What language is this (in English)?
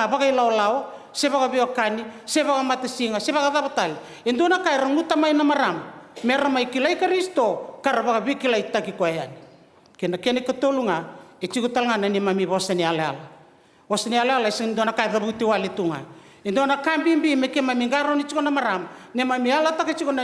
Fijian